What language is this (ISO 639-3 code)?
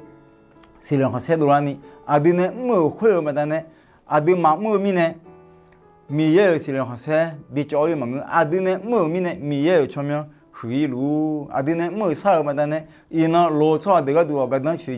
ahk